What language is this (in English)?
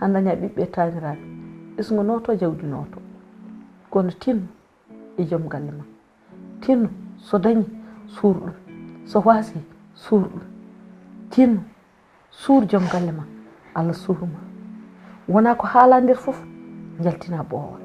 Fula